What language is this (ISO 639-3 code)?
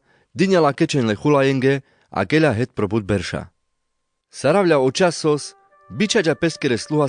rmc